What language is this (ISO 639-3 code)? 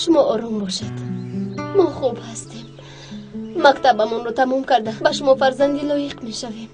tgk